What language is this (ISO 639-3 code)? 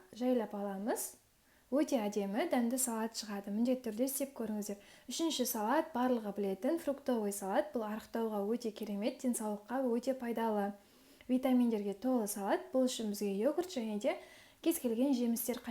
kaz